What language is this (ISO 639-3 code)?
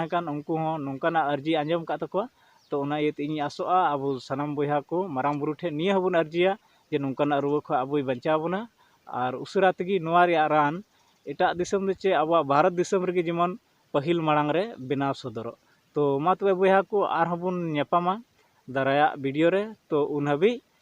sat